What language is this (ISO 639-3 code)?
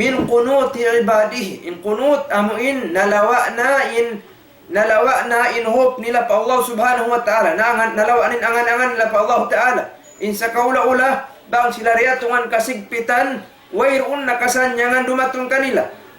tsg